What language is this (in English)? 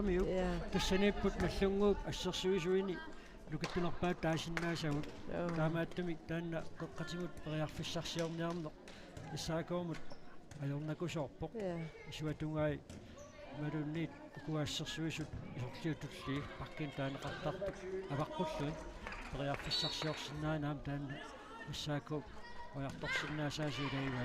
Kalaallisut